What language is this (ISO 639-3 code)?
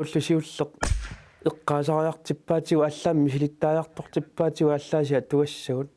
kal